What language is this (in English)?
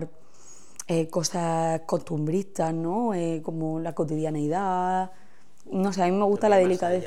Spanish